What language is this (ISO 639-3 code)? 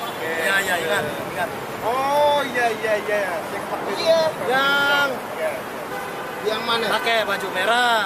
bew